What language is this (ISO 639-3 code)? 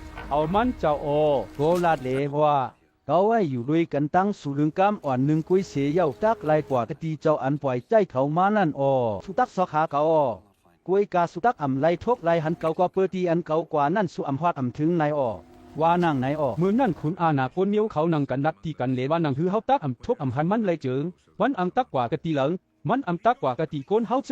shn